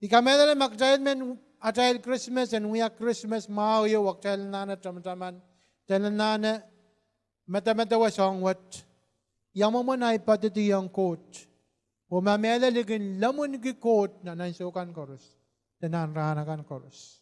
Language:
Pohnpeian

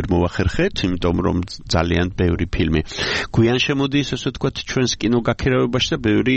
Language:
Georgian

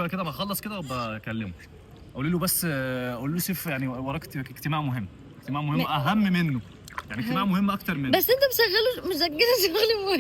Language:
Egyptian Arabic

